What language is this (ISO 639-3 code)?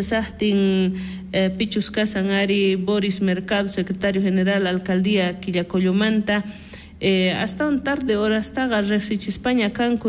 quh